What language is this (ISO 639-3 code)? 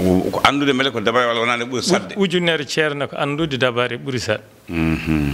ful